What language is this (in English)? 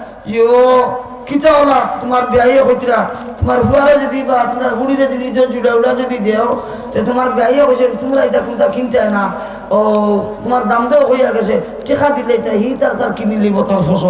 Sylheti